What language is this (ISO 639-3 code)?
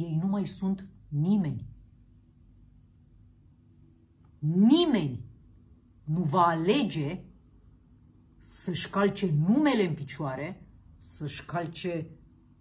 ron